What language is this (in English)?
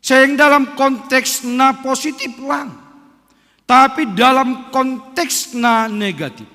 Batak Simalungun